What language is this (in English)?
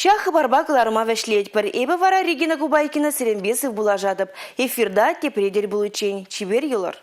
Chuvash